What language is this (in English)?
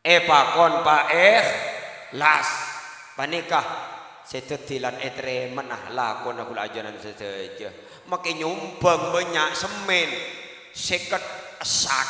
Madurese